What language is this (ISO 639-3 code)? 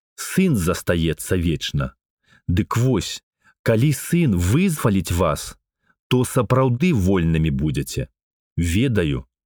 bel